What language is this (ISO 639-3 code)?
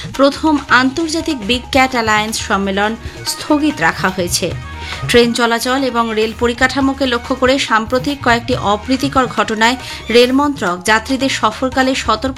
ben